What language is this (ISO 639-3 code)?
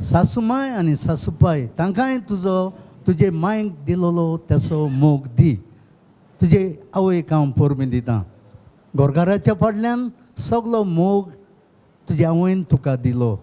kok